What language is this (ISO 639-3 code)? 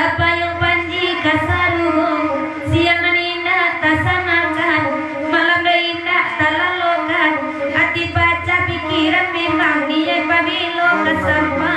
min